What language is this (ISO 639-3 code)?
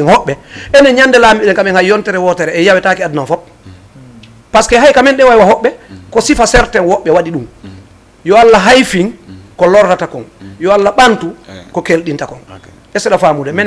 ful